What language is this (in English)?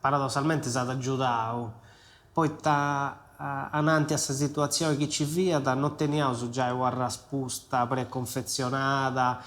Sardinian